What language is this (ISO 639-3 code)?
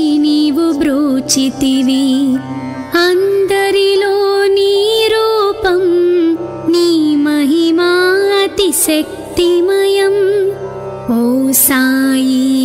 tel